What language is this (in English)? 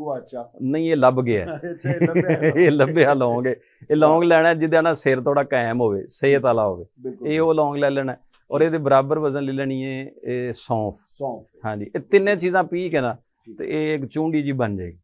Western Panjabi